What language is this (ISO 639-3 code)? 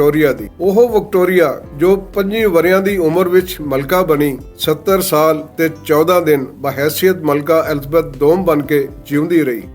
lah